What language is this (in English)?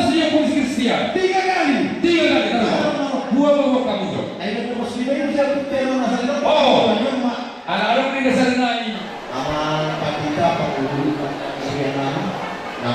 Batak Toba